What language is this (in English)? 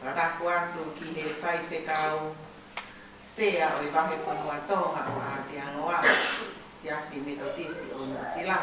Tongan